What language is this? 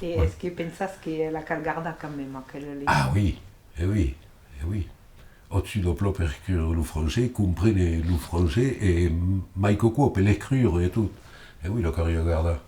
Occitan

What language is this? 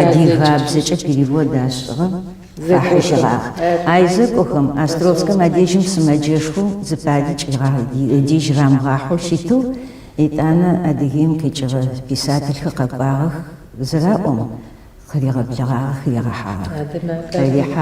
Adyghe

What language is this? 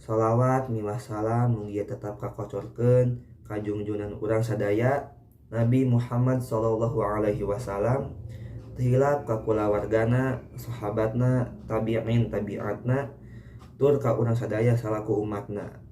Sundanese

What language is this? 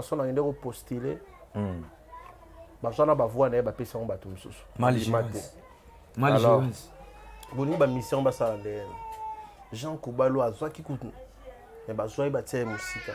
Lingala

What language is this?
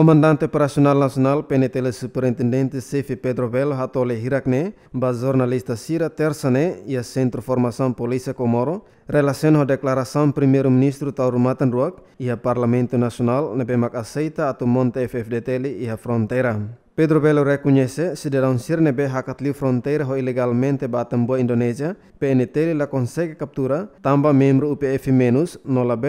Tetum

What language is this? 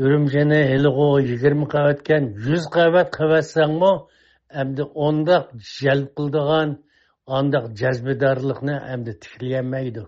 Uyghur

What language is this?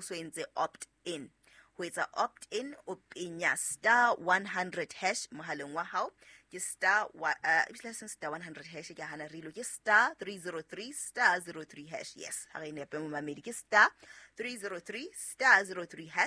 Southern Sotho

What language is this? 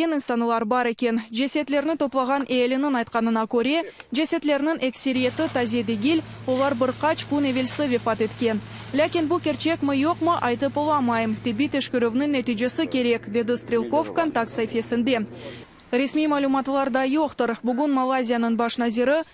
Crimean Tatar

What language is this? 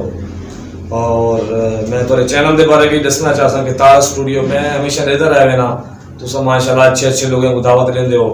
Saraiki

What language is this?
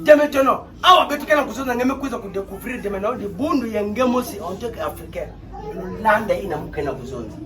Kituba (Democratic Republic of Congo)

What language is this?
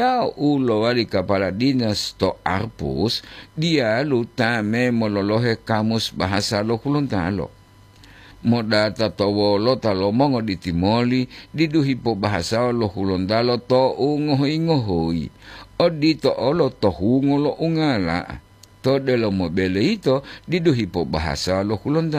Gorontalo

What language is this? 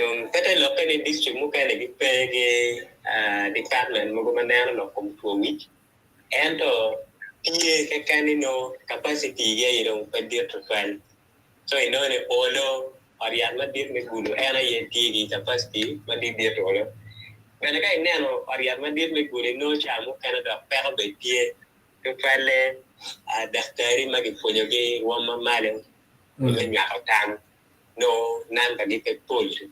Acoli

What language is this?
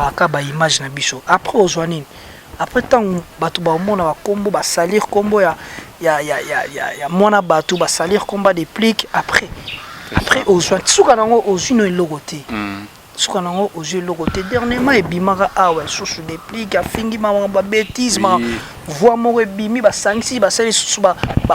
Lingala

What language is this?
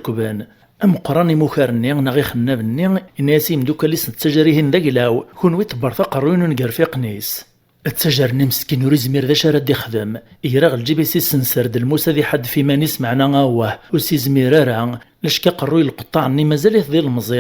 Kabyle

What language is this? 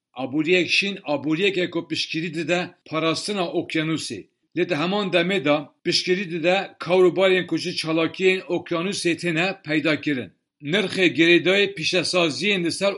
Kurdish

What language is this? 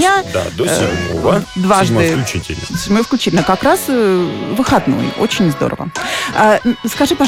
Russian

